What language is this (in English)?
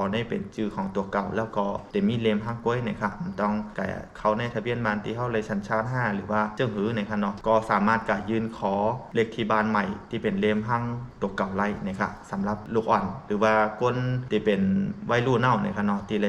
Shan